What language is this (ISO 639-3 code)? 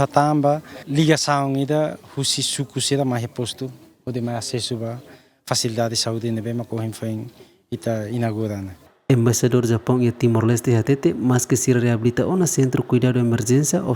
tet